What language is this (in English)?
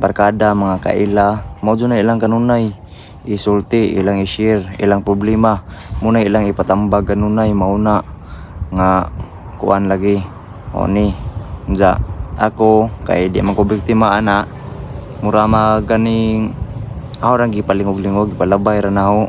Cebuano